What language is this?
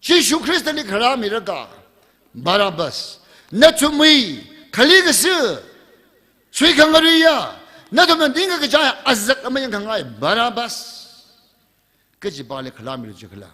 Tangkhul Naga (India)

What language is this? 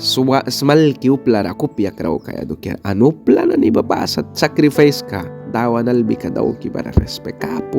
Mískito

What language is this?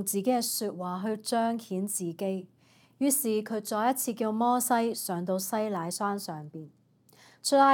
Cantonese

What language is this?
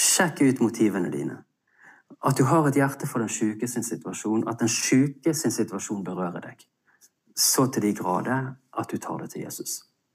Norwegian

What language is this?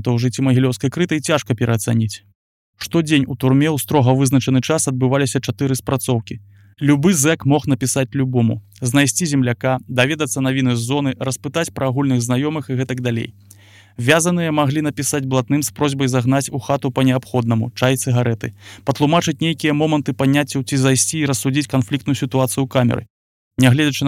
Belarusian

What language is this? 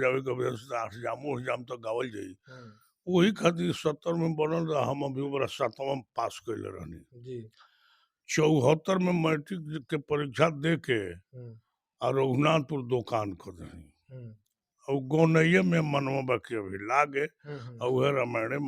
Bhojpuri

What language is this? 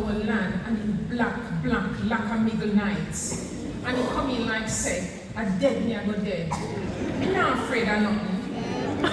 Jamaican Creole English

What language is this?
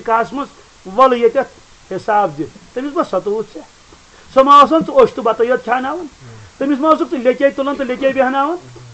Kashmiri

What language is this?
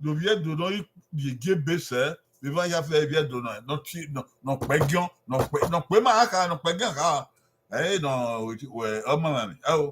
Bini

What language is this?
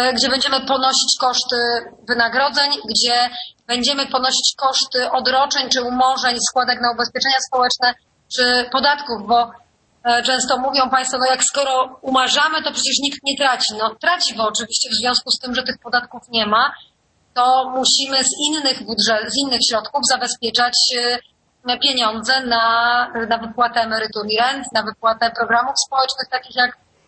Polish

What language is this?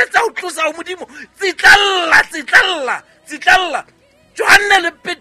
Southern Sotho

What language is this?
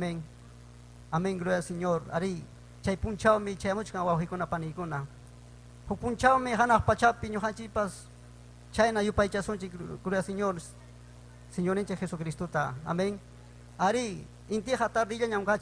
Ayacucho Quechua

